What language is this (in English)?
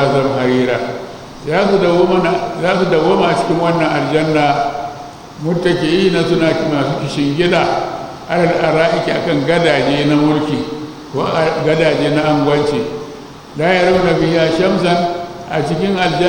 Hausa